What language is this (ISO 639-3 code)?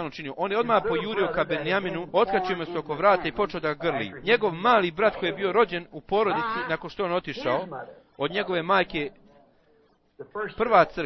bos